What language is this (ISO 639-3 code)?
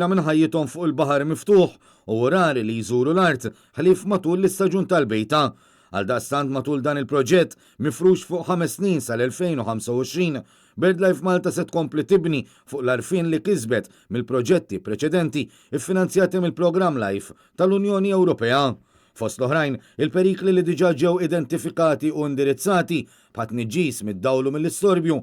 mlt